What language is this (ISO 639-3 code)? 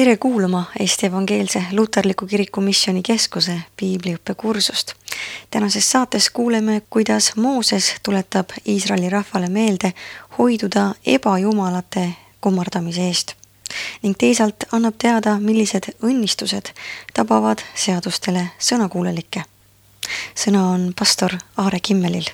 est